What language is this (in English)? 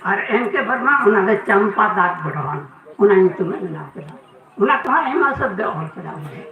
Santali